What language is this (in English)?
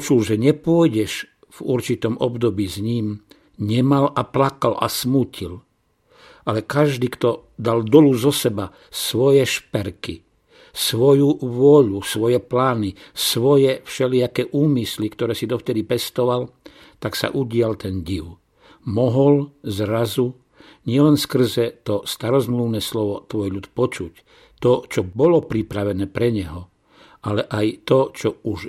Slovak